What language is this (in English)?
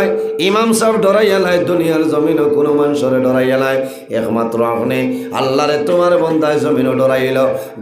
Sylheti